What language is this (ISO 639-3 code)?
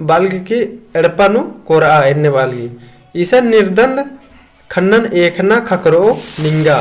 kru